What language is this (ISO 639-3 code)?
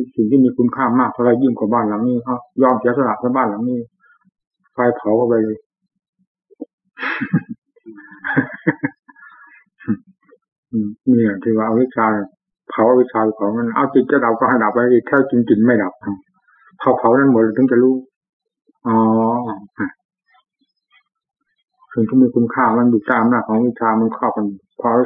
tha